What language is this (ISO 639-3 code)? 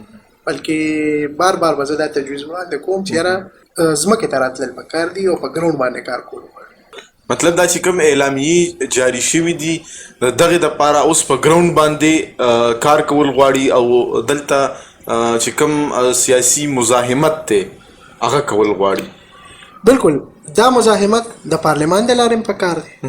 pus